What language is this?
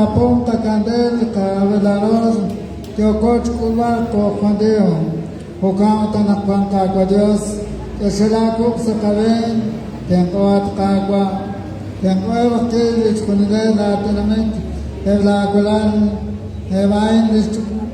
Kekchí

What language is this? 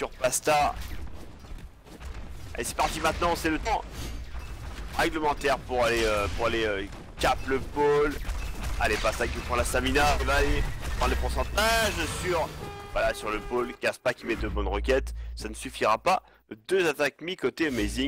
French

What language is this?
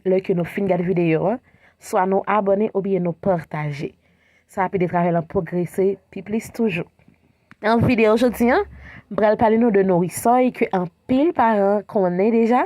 Haitian Creole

